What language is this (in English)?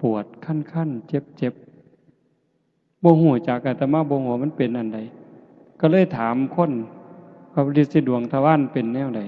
Northeastern Thai